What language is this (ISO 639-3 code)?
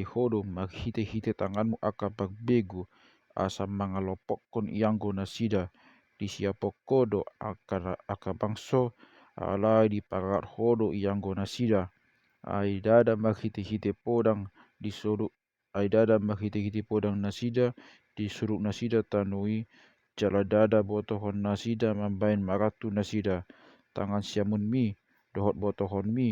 bbc